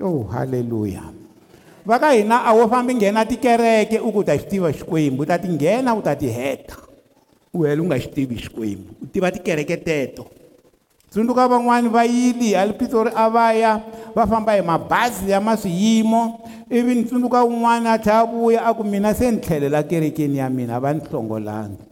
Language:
Tsonga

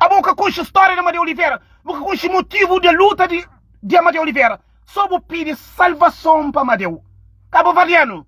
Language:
Kabuverdianu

